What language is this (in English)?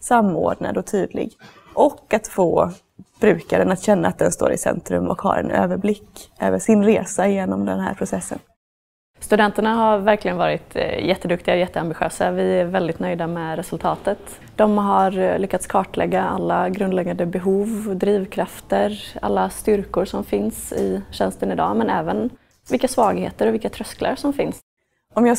Swedish